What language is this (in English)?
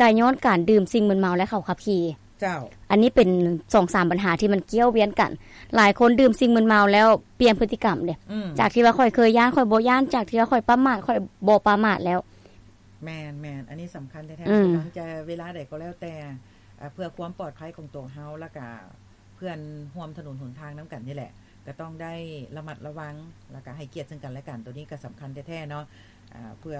Lao